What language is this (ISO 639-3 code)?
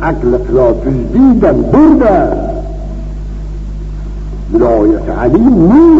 fas